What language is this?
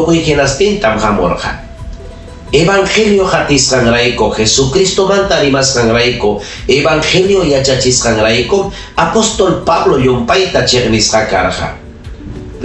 Ayacucho Quechua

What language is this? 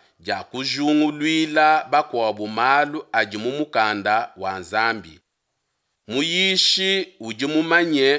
Luba-Lulua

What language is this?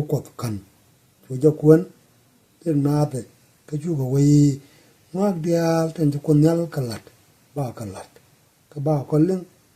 Nuer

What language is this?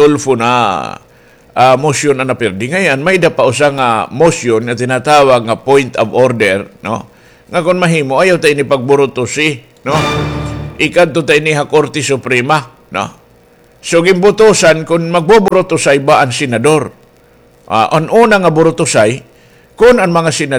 Waray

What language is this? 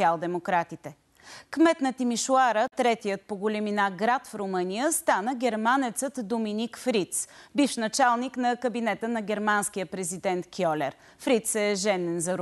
Bulgarian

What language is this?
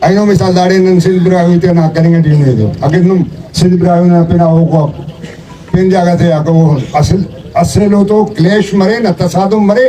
Brahui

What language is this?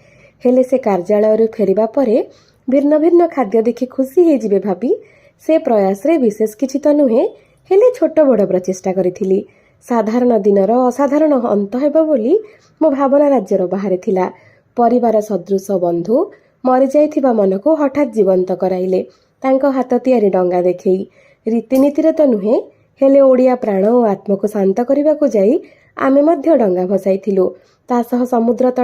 Odia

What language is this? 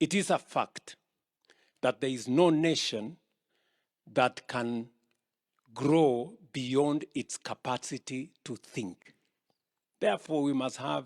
Luo (Kenya and Tanzania)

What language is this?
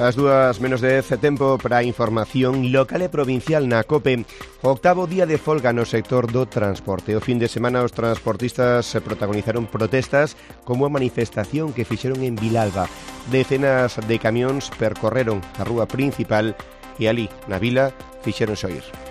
Galician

